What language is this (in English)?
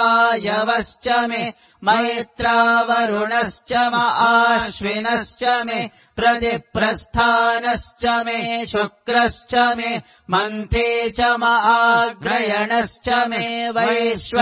Sanskrit